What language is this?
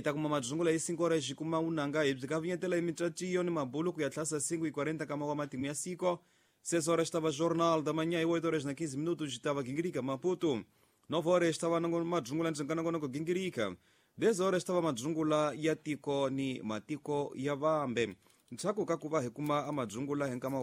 Tsonga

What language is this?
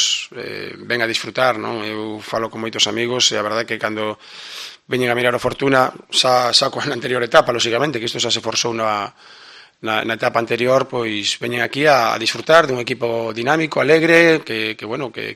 Galician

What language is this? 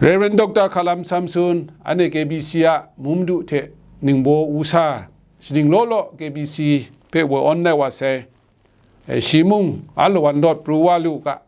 Kachin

